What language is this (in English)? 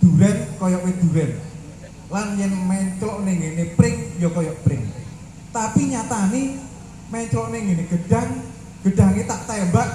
Javanese